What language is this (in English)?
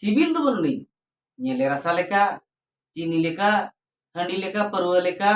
Santali